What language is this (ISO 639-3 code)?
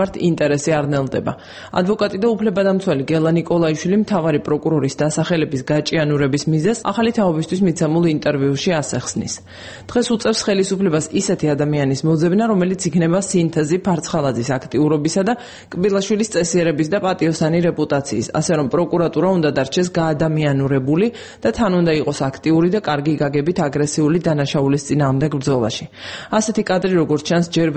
kat